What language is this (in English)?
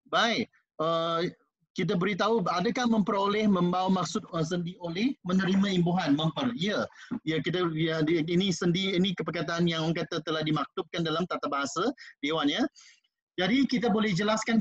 Malay